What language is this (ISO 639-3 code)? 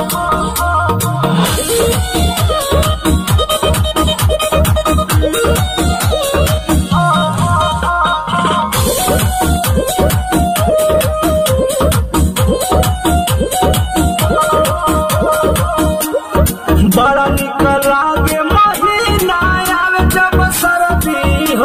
bho